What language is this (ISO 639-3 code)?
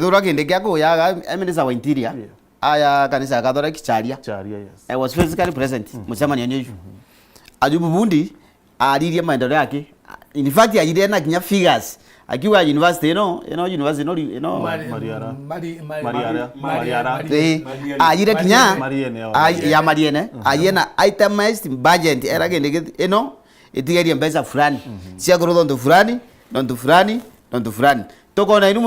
mer